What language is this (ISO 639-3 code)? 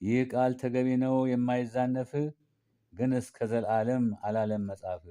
amh